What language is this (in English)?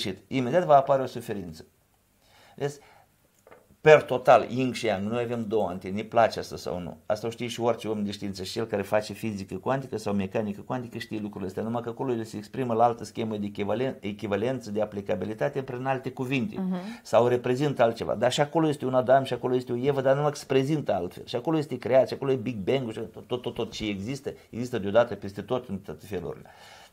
Romanian